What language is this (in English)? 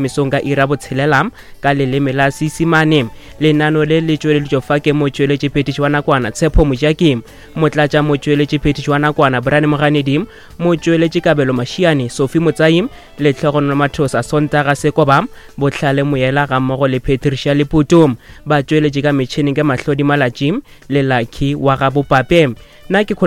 Northern Sotho